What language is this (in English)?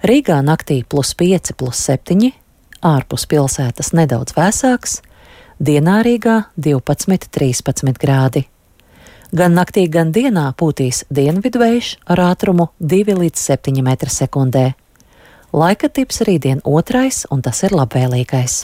Latvian